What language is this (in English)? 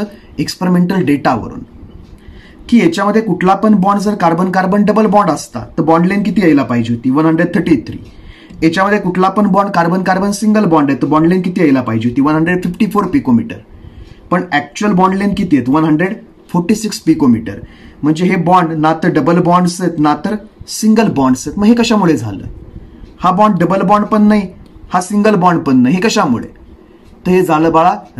Marathi